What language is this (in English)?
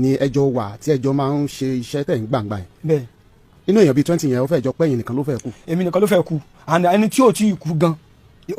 Yoruba